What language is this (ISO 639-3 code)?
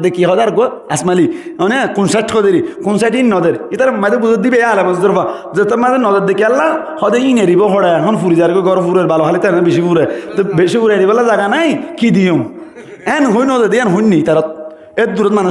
rhg